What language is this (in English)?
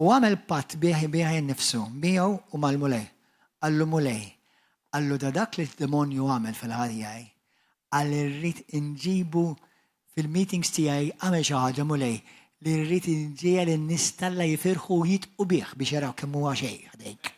Maltese